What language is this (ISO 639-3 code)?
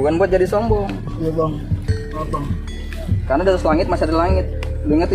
bew